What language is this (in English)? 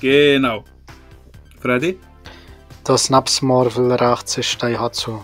Swiss German